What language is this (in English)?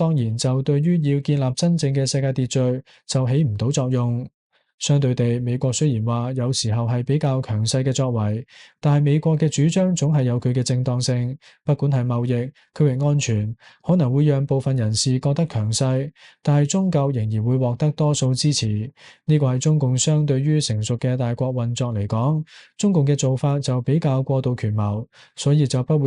Cantonese